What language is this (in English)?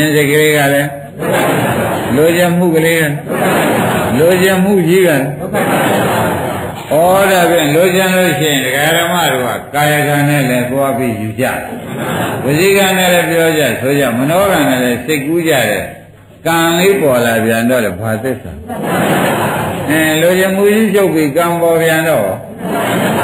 Burmese